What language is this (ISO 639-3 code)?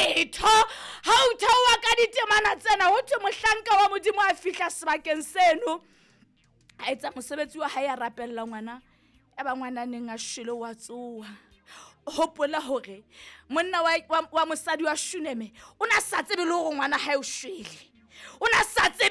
sot